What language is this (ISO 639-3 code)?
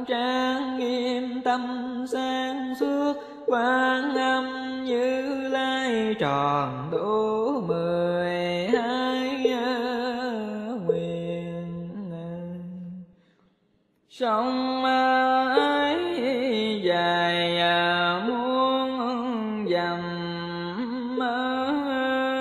vie